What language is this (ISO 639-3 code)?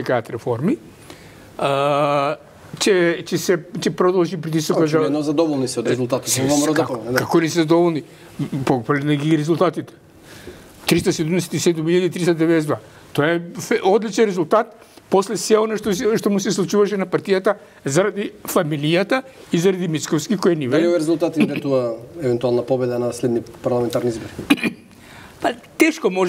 mkd